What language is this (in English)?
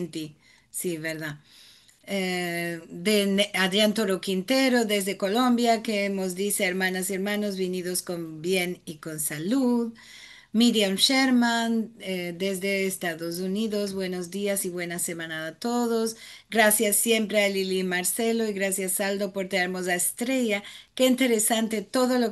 Ladino